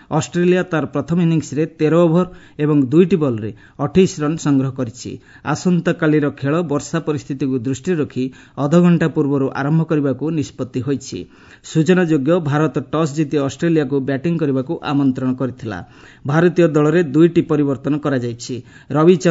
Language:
Odia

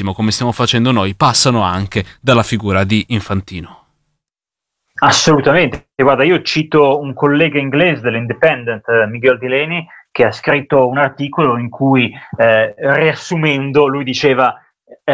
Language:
Italian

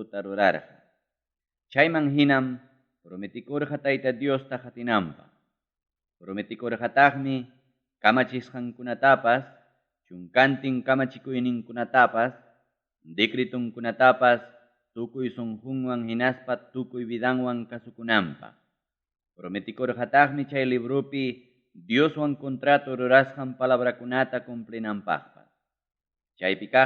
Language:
Ayacucho Quechua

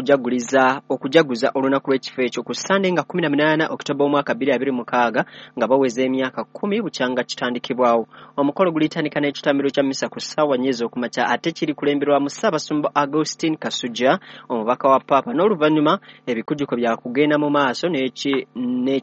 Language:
Ganda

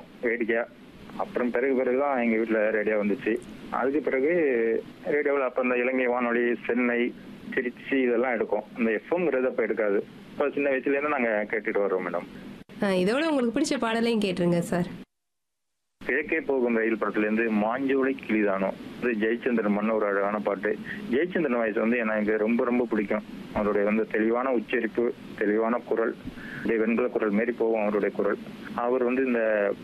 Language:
Tamil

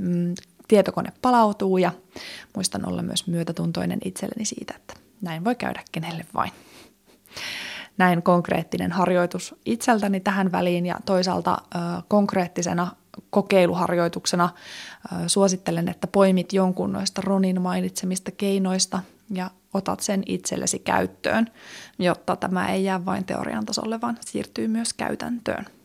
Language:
Finnish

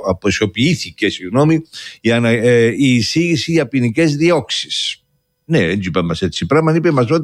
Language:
Greek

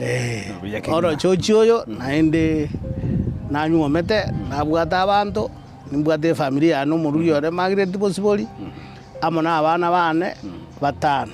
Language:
Gusii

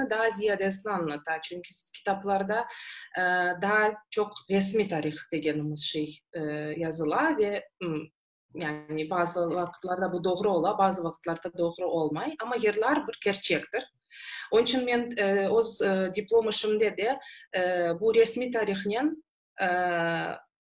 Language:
Crimean Tatar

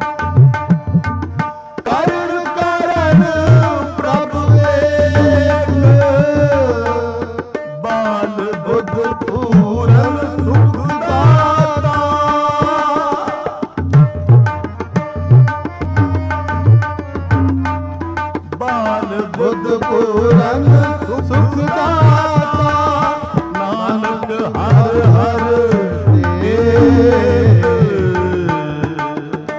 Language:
Punjabi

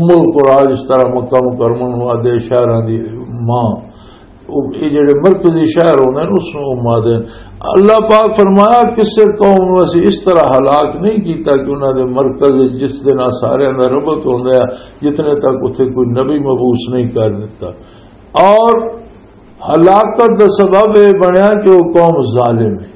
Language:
Western Panjabi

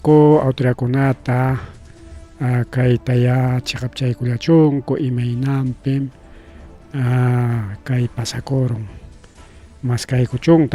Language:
Ayacucho Quechua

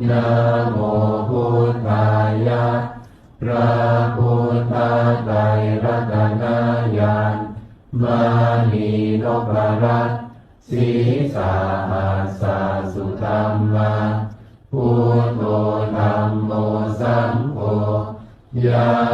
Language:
Pali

